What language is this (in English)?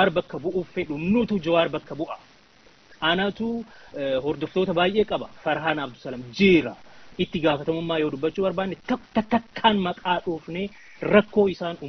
Oromo